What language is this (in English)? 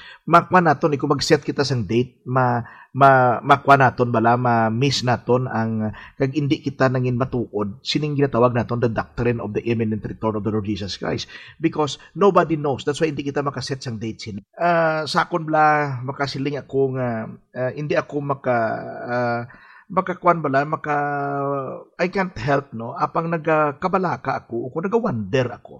Hiligaynon